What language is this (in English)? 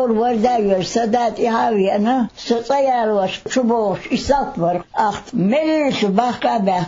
Chechen